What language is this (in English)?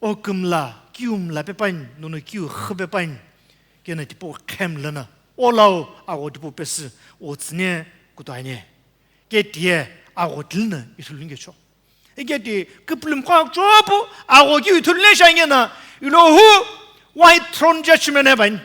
Sumi Naga